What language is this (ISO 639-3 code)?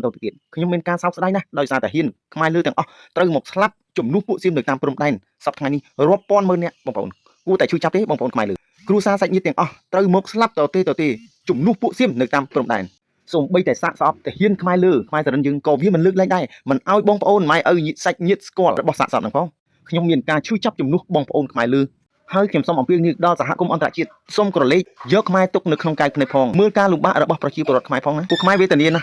khm